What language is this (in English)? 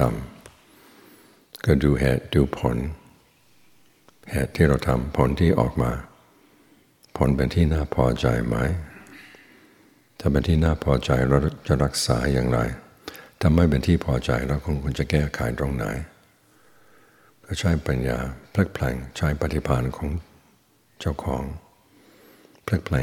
Thai